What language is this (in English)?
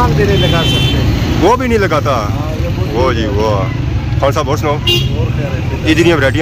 Pahari-Potwari